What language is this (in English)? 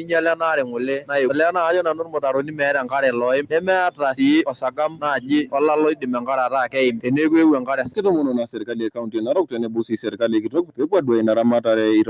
Masai